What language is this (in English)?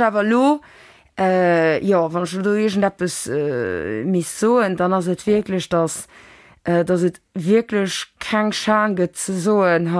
Luxembourgish